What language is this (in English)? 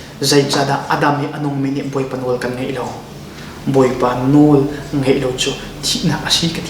Hakha Chin